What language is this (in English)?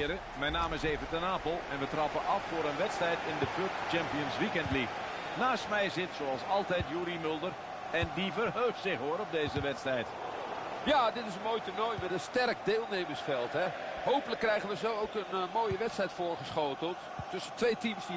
Dutch